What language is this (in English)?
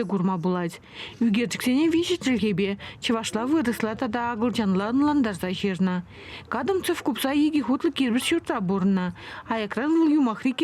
Chuvash